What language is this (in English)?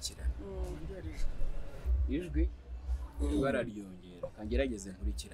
Kinyarwanda